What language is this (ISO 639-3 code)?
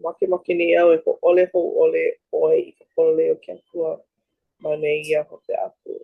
haw